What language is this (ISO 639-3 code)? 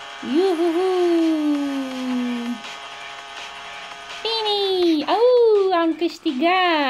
ron